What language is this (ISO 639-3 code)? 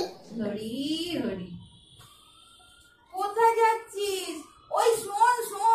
ben